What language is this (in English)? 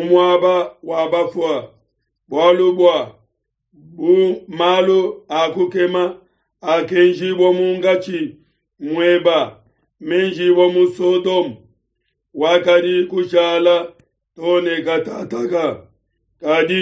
Luba-Lulua